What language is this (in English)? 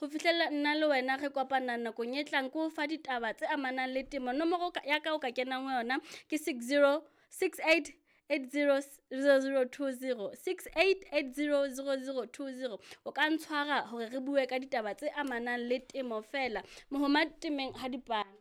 Southern Sotho